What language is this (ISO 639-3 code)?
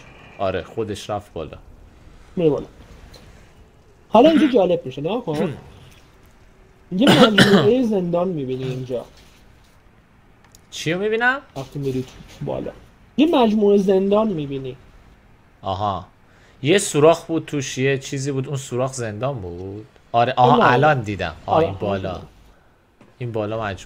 fas